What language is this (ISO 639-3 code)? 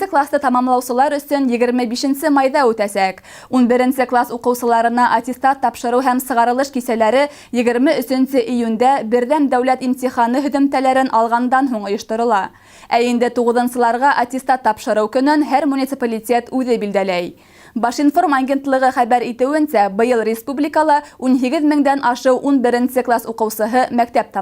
bak